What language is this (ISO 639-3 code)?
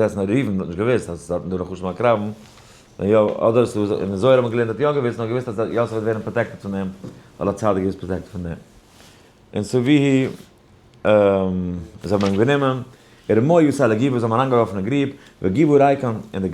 yid